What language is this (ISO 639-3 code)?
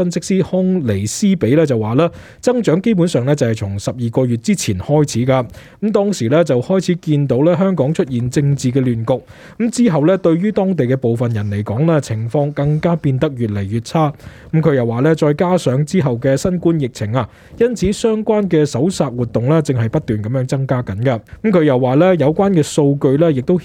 yue